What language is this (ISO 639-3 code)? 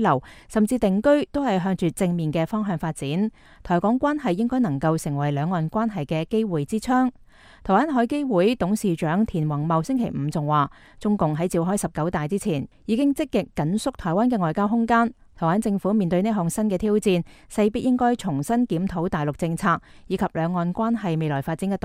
yue